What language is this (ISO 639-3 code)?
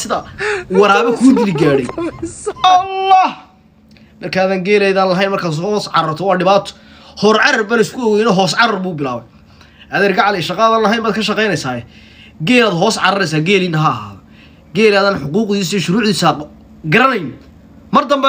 som